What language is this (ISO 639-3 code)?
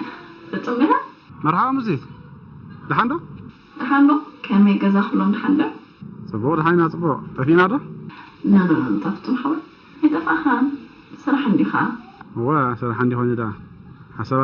tir